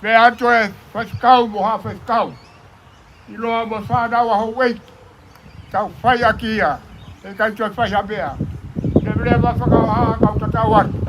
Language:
Tongan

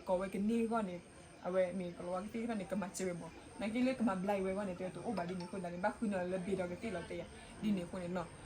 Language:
S'gaw Karen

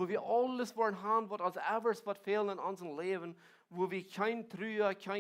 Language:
Plautdietsch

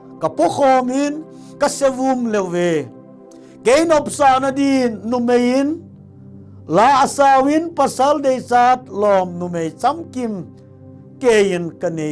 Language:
Thado Chin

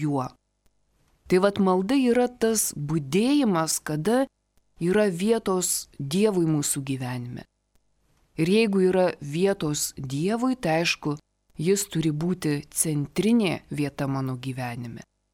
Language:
Lithuanian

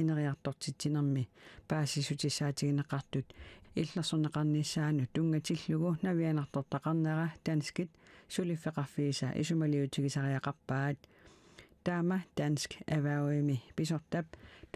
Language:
Kalaallisut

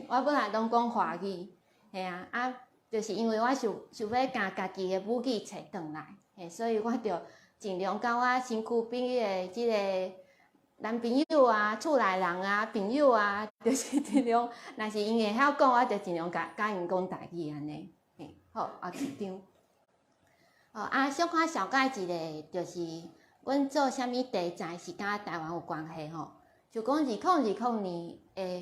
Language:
Min Nan Chinese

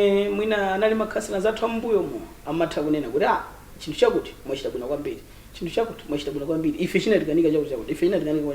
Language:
Nyanja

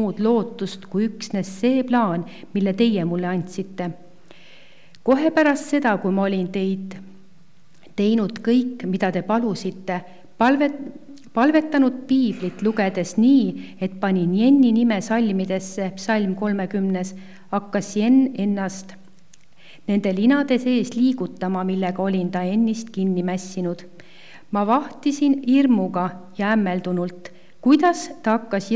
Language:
Estonian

